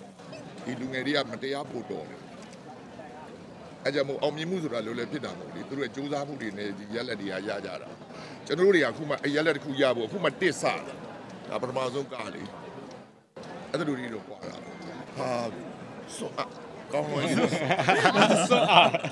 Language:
Burmese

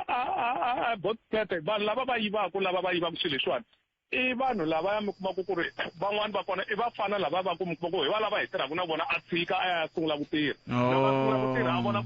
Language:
Tsonga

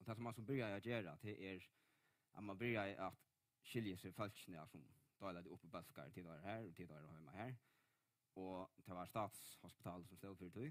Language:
Faroese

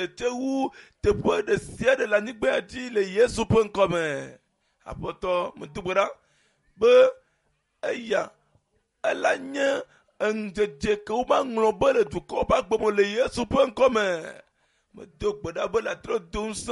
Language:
Ewe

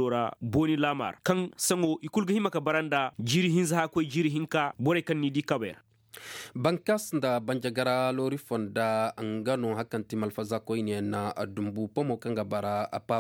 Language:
Koyraboro Senni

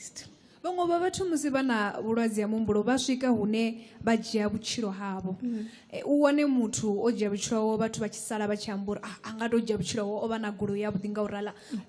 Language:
Venda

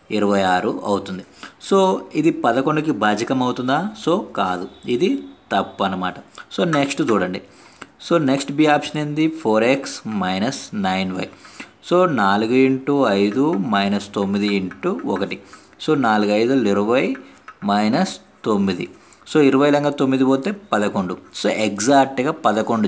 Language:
Telugu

